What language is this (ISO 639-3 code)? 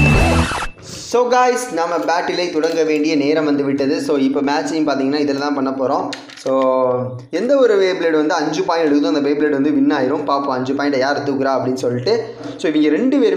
tam